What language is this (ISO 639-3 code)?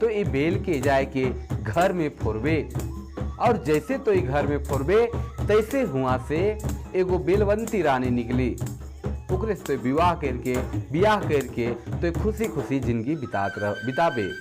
sck